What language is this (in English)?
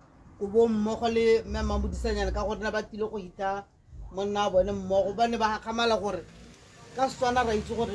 Tswana